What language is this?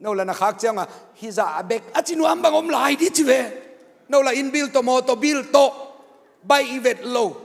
Tedim Chin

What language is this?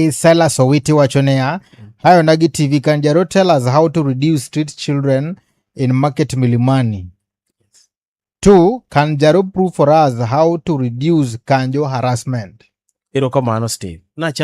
Luo (Kenya and Tanzania)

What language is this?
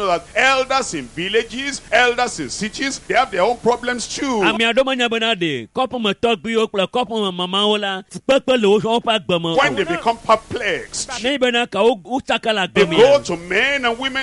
Ewe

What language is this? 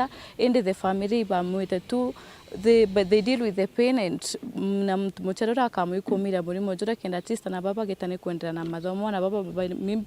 Meru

